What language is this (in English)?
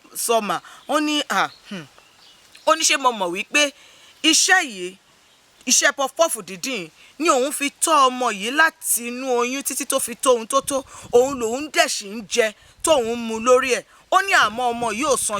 Yoruba